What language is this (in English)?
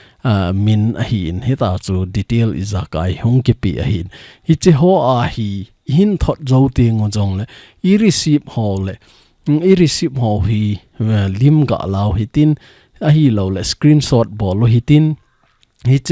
Thado Chin